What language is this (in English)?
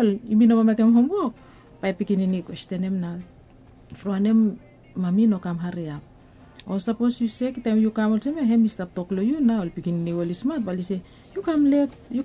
Bislama